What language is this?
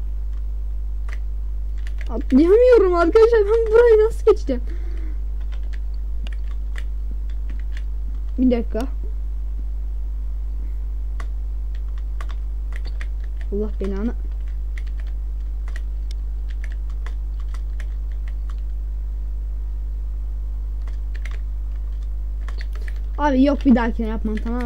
Turkish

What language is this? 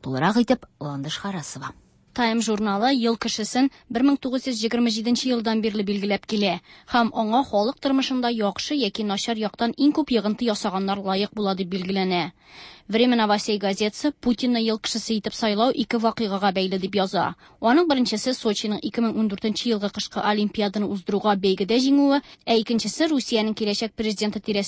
Tatar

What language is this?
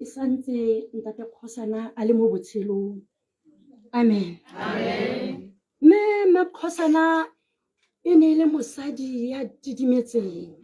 Tswana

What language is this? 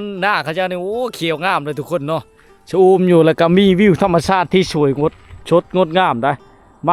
Lao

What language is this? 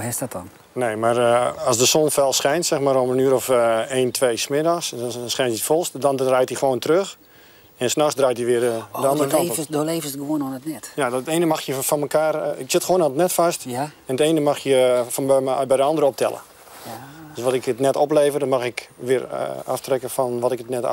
Western Frisian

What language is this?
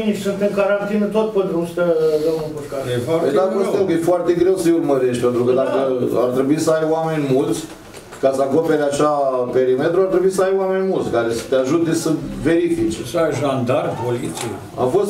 Romanian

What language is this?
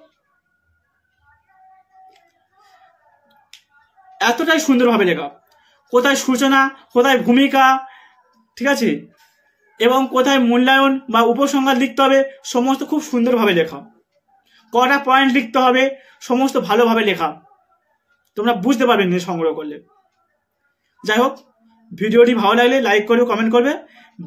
Bangla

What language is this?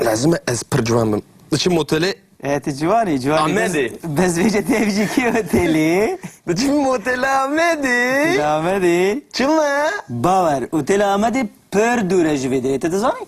Kurdish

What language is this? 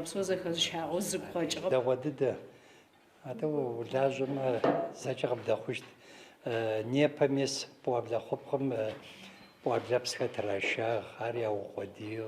Adyghe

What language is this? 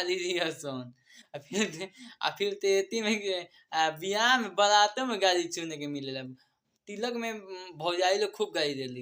Bhojpuri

